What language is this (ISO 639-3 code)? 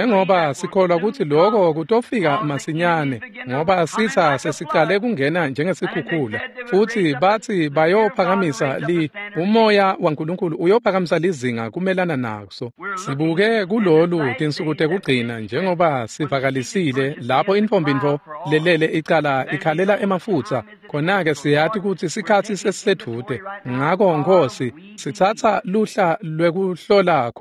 ssw